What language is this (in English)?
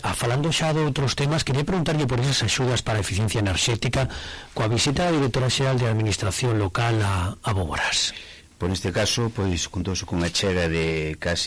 Galician